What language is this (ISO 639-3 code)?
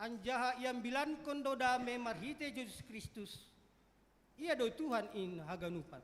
bts